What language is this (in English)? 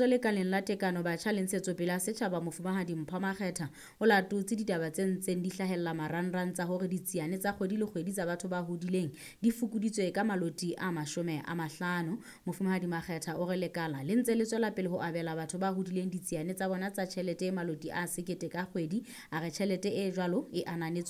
Southern Sotho